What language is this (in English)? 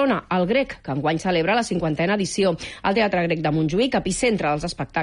Catalan